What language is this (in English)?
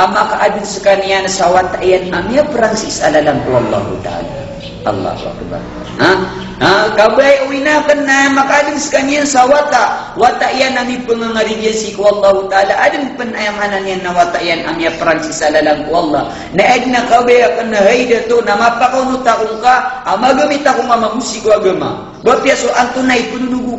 Maranao